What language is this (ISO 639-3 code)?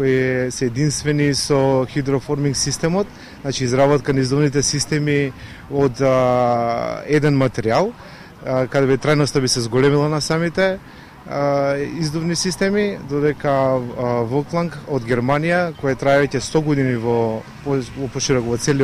mkd